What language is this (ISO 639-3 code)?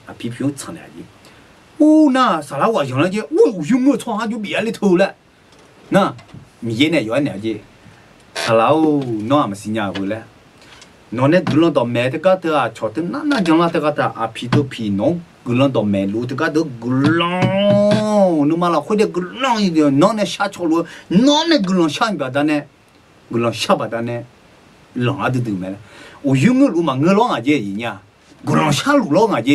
ahk